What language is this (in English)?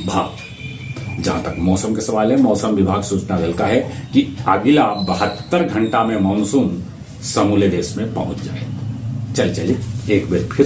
Magahi